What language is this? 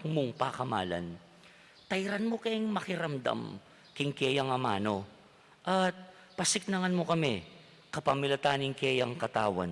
Pampanga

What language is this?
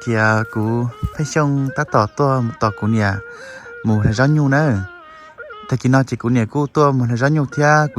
Hmong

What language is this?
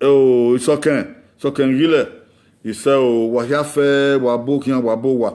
Bini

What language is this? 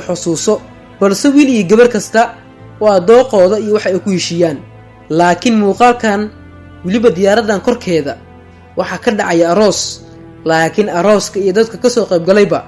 Somali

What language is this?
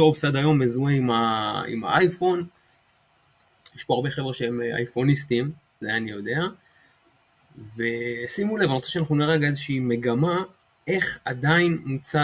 Hebrew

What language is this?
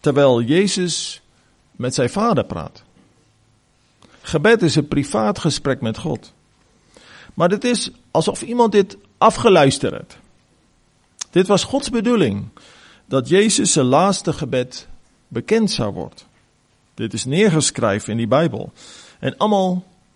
Afrikaans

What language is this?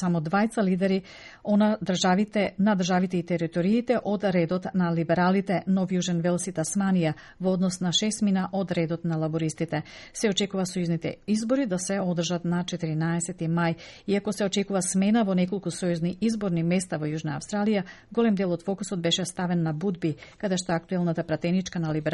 Macedonian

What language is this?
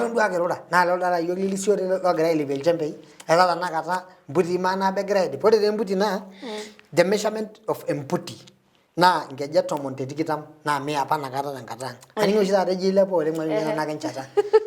Masai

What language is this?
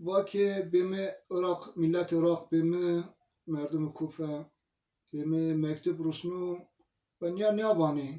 Zaza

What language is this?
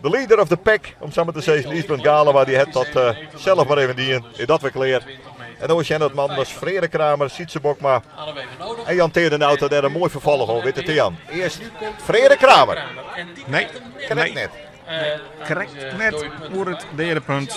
Western Frisian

